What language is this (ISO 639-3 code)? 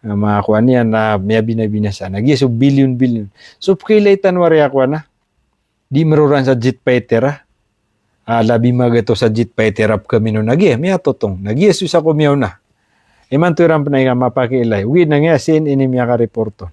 mrw